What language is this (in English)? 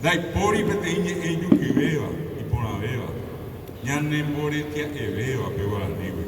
Guarani